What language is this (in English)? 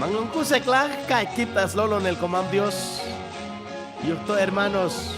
Chuj